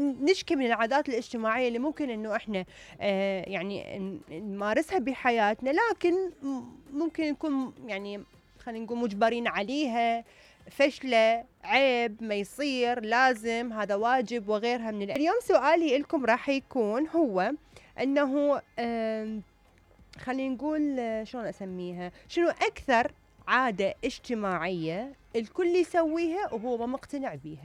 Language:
Mesopotamian Arabic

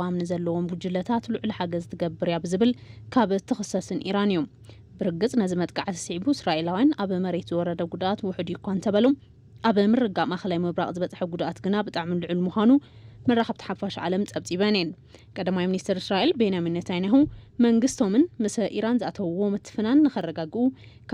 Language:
Tigrinya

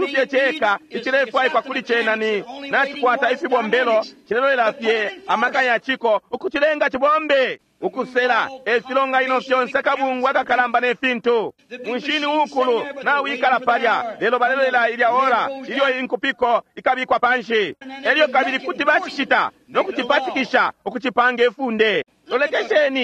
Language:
Bemba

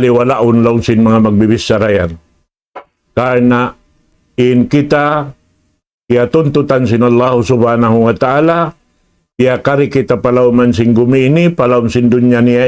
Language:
Tausug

